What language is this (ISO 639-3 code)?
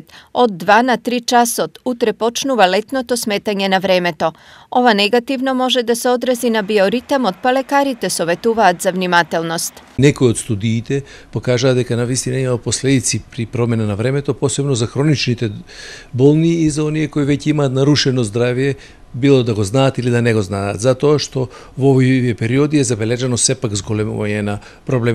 mkd